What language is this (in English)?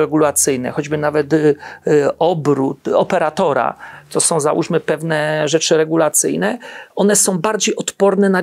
Polish